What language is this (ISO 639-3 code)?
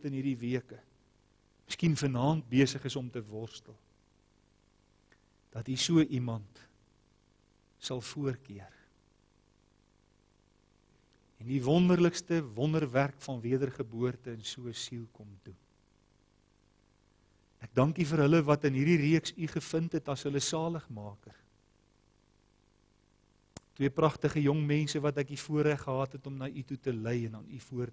afr